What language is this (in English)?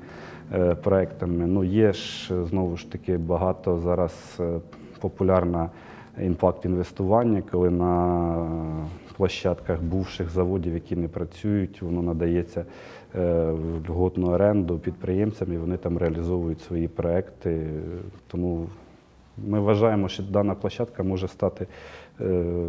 Ukrainian